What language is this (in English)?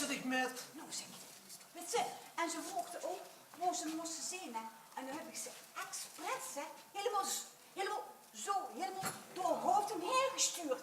Limburgish